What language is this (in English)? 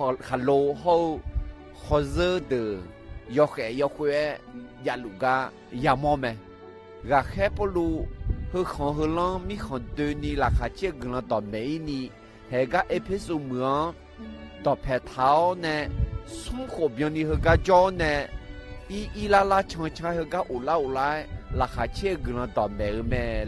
Akha